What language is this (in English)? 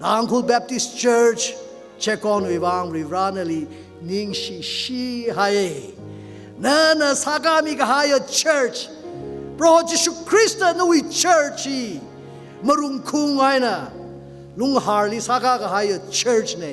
Tangkhul Naga (India)